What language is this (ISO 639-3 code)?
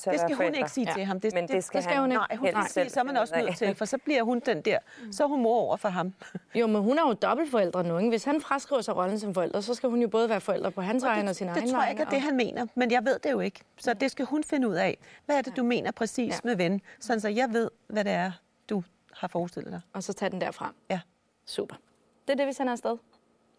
dan